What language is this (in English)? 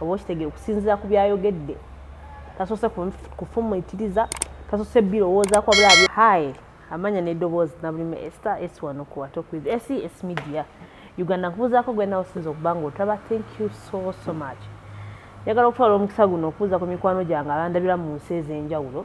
Ganda